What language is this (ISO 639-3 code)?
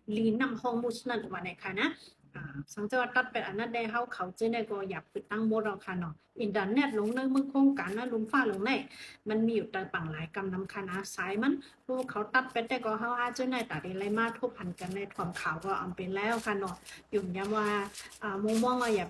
shn